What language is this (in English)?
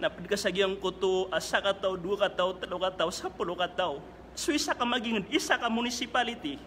Maranao